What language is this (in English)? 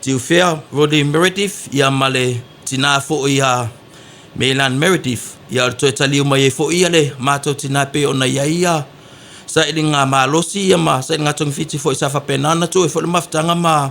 Samoan